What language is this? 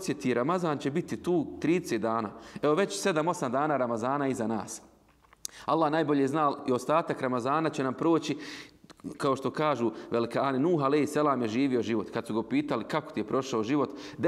Bosnian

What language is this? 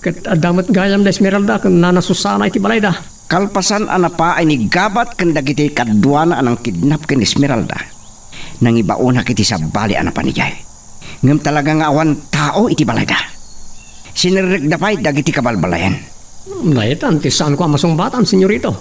Iloko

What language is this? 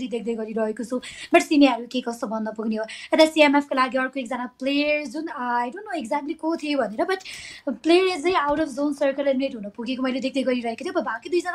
Nepali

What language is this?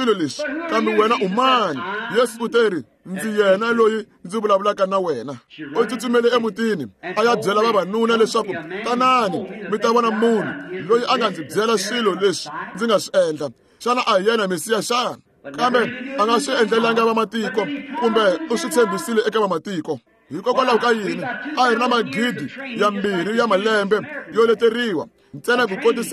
Tsonga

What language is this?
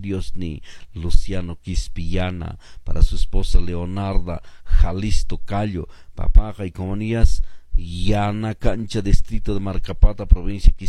Quechua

